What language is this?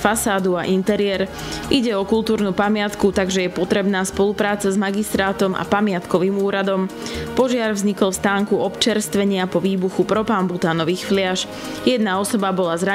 Slovak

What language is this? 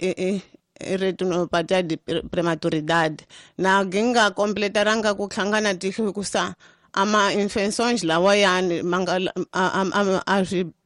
Tsonga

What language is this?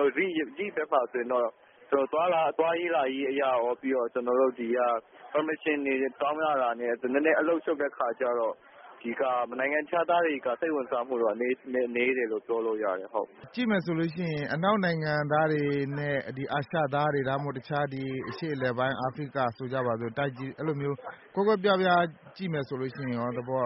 Burmese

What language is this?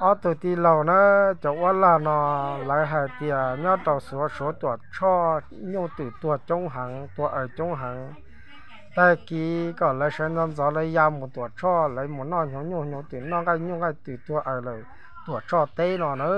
Hmong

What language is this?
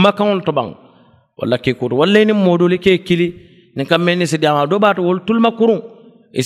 Mandingo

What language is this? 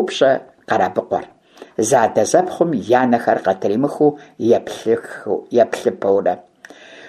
Kabardian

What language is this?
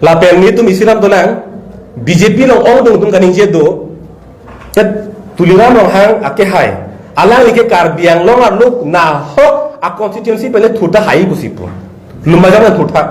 Karbi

